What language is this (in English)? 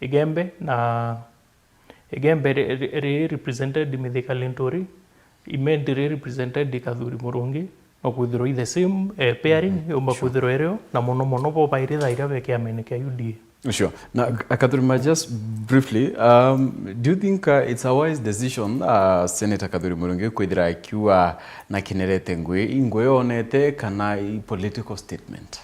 Meru